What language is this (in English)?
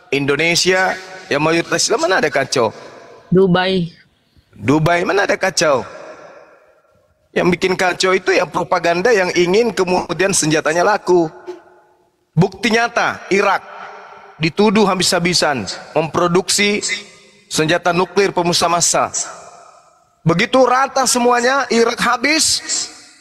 Indonesian